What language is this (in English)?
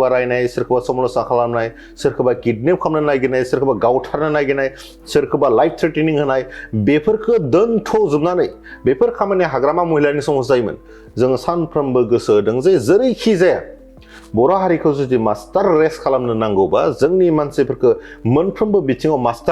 Bodo